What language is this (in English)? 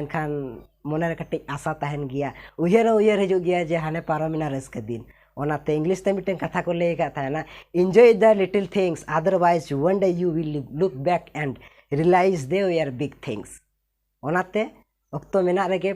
Santali